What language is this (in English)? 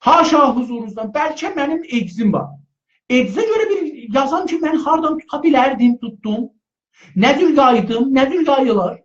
South Azerbaijani